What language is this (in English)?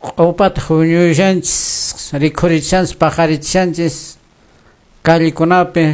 Quechua